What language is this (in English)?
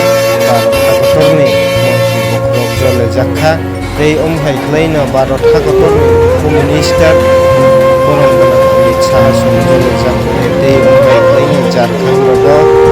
Kok Borok